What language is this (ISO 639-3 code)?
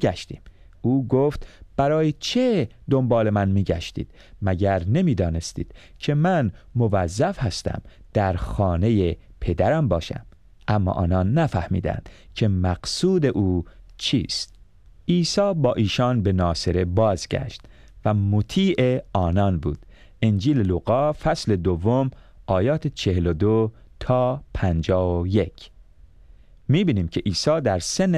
fas